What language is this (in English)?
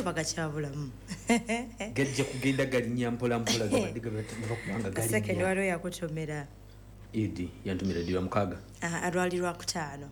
Ganda